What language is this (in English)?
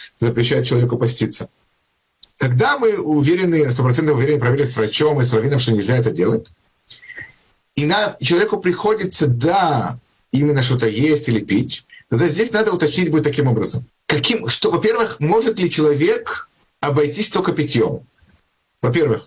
Russian